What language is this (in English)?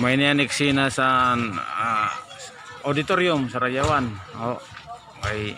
Waray